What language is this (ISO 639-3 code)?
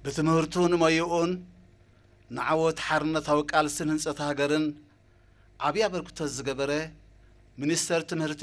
tir